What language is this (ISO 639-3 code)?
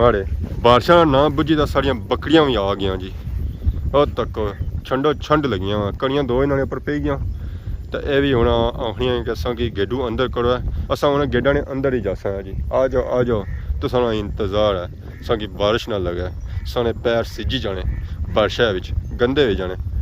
phr